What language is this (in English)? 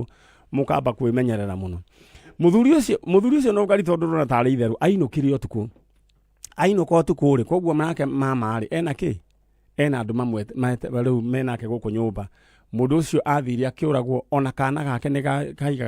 Kikuyu